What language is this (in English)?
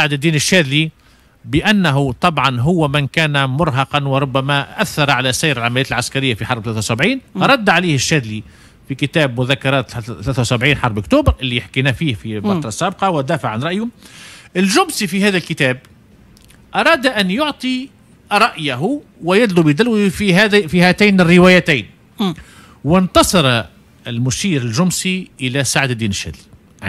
Tunisian Arabic